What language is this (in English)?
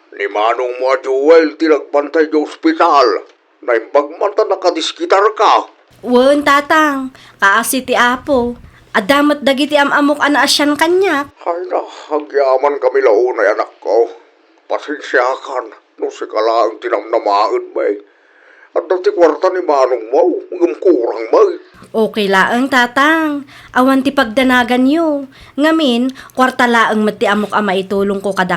Iloko